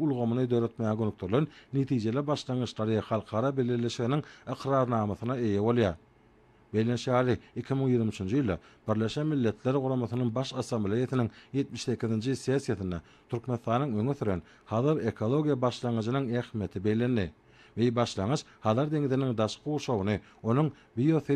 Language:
Turkmen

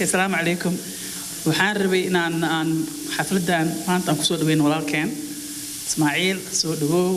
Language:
Somali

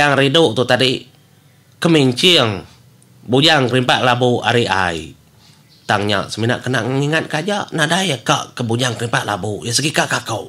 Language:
Iban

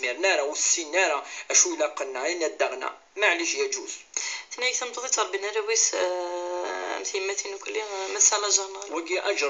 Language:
Kabyle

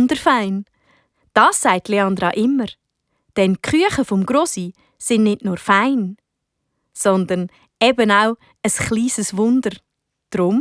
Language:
Swiss German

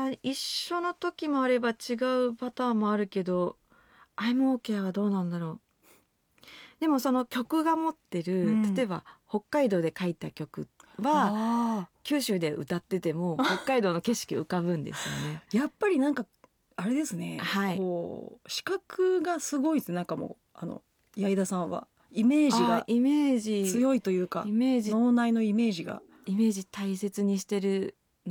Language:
Japanese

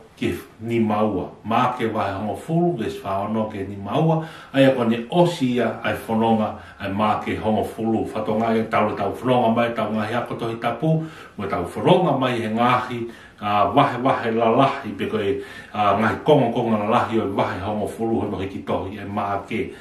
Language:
Tongan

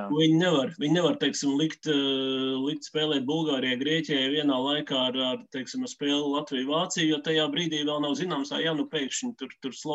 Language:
Latvian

